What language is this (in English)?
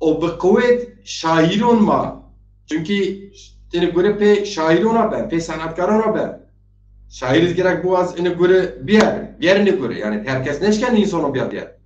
Zaza